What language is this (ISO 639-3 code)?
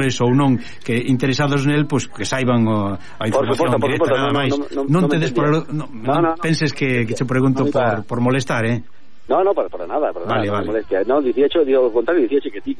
glg